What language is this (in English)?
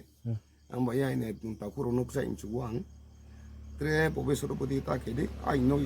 Riang (India)